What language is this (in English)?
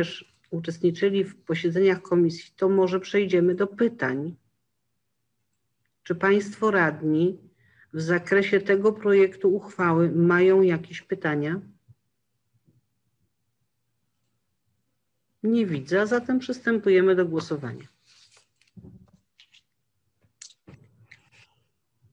Polish